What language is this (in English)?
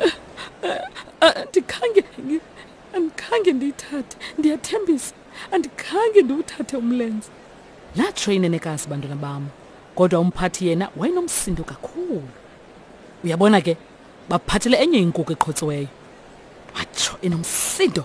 Xhosa